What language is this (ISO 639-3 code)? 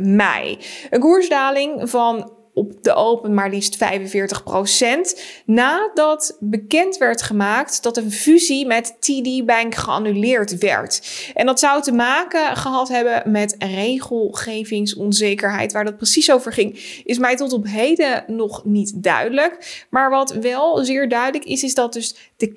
nld